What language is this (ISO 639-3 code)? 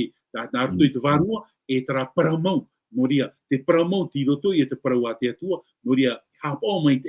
tah